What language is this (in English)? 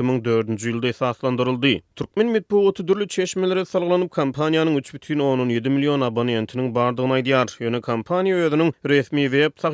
Turkmen